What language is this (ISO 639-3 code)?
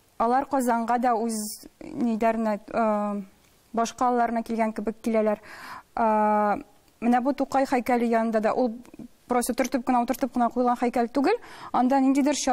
tat